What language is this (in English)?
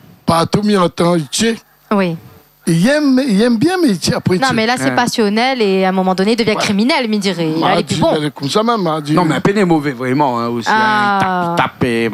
Réunion Creole French